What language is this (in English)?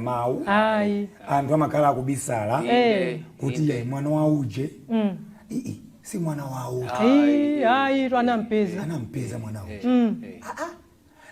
Nyanja